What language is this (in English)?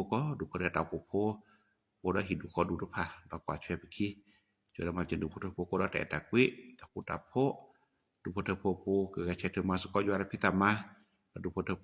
S'gaw Karen